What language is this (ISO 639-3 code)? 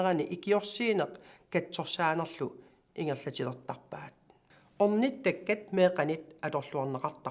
kal